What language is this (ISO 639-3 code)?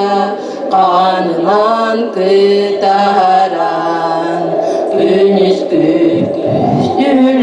sah